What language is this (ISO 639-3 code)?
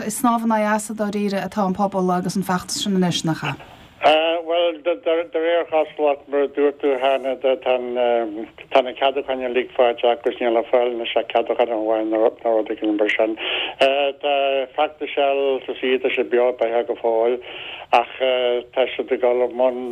gle